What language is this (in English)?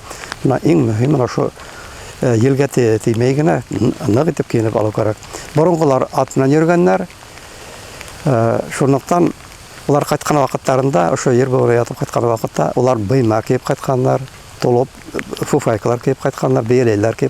Bashkir